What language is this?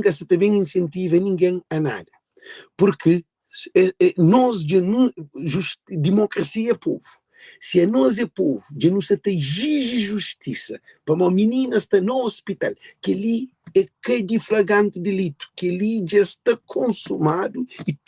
Kabuverdianu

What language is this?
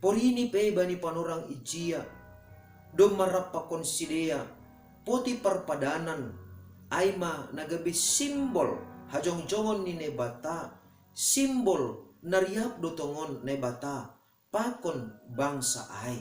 Batak Simalungun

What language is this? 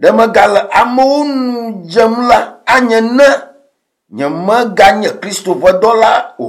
Ewe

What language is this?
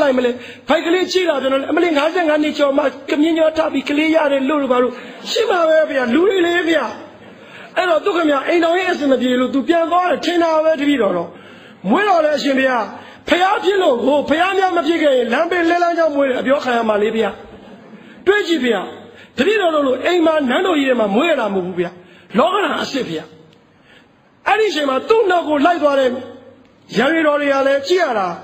Burmese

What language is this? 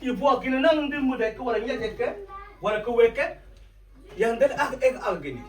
Mabaan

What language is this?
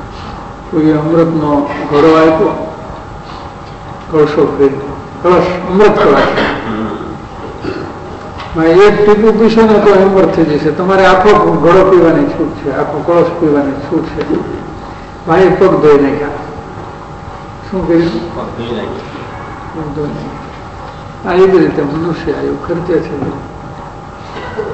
Gujarati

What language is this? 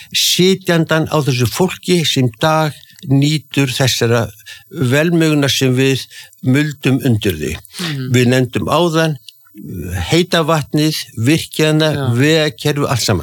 Icelandic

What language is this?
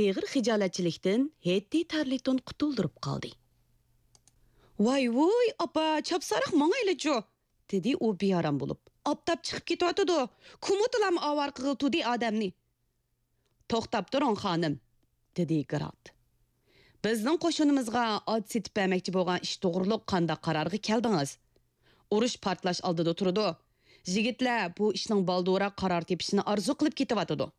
Uyghur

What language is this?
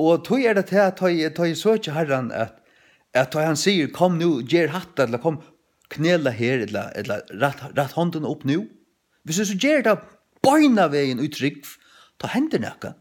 Faroese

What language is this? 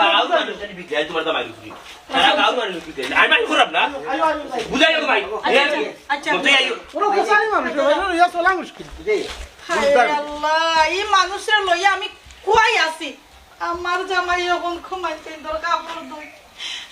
Sylheti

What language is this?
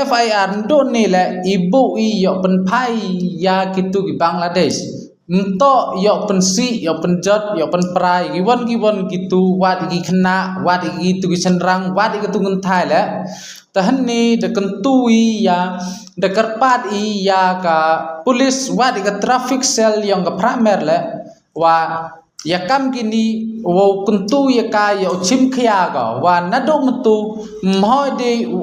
Khasi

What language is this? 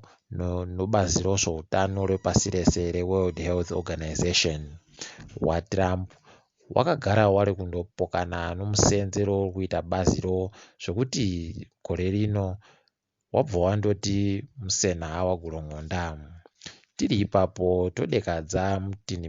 Ndau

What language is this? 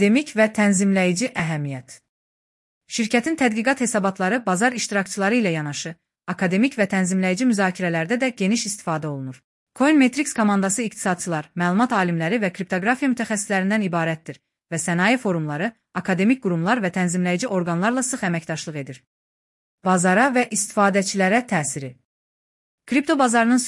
Azerbaijani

